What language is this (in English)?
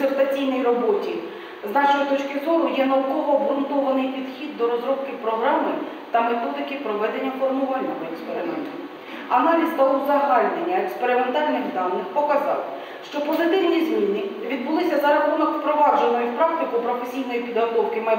Ukrainian